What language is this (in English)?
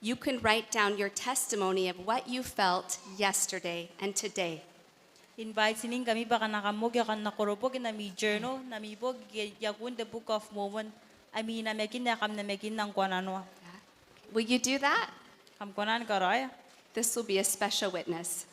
Gilbertese